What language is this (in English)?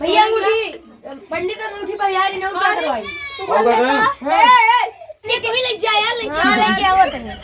Awadhi